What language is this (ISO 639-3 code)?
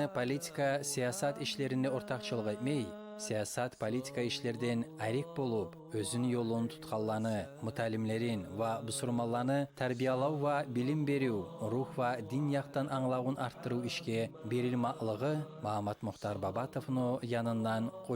kum